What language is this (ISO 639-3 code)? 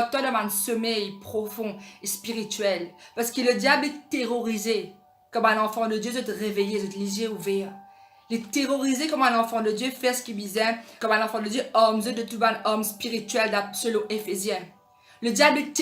mfe